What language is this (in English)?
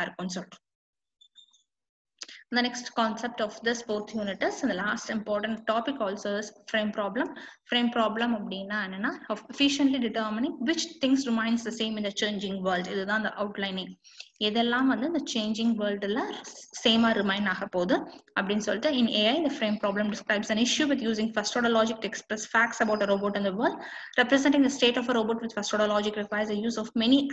Tamil